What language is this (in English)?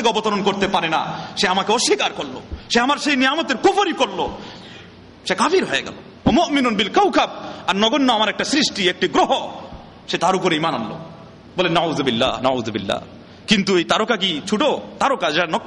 Bangla